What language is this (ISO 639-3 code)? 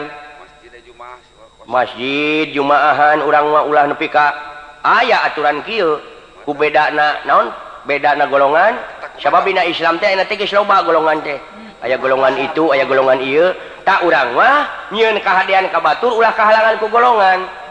sun